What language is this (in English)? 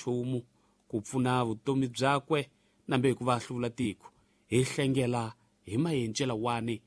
Tsonga